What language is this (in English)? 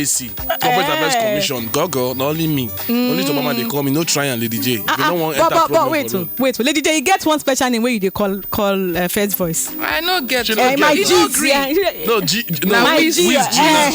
Nigerian Pidgin